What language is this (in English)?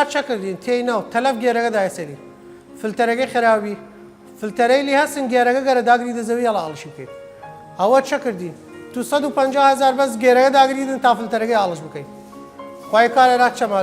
Southern Kurdish